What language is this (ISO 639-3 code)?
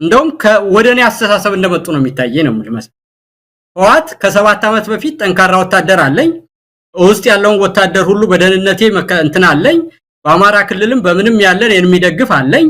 amh